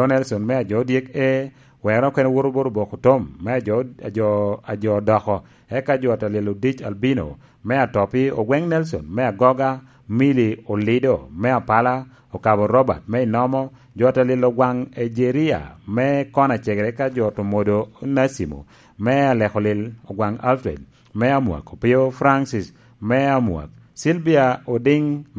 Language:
Lango (Uganda)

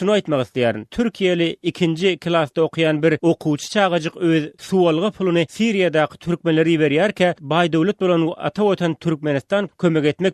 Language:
Turkmen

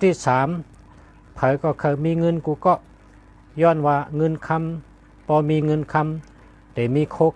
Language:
Shan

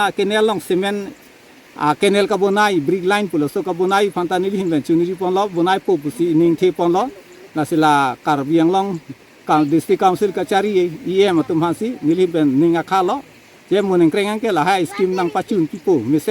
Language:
Karbi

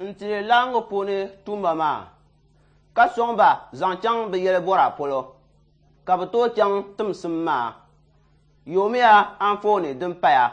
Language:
Dagbani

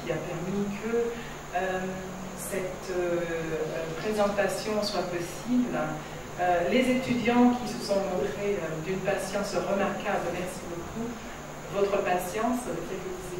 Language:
French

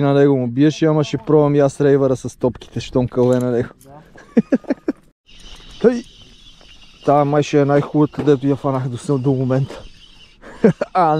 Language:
Bulgarian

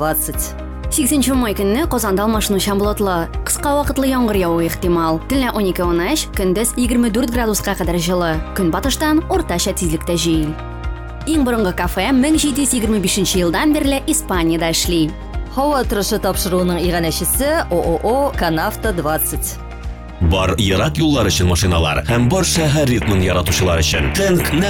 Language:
Tatar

